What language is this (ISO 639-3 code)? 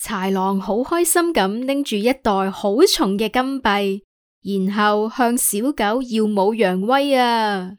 yue